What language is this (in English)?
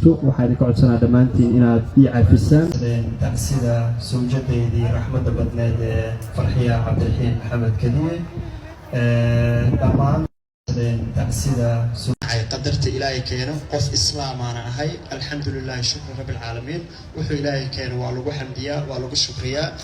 Somali